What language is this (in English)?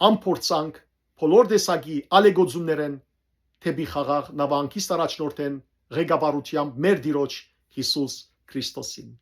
Western Armenian